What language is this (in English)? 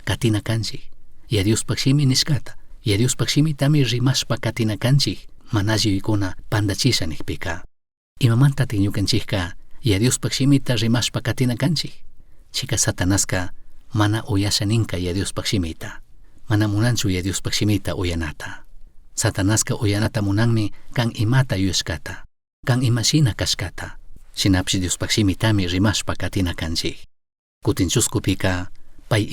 Chimborazo Highland Quichua